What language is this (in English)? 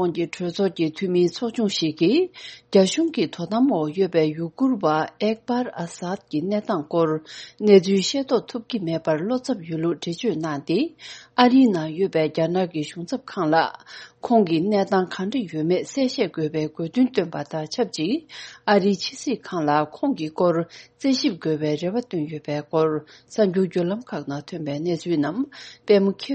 Tibetan